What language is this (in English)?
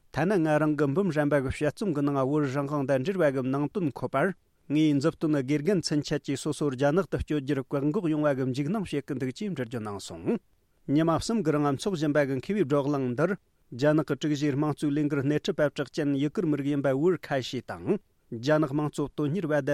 Tibetan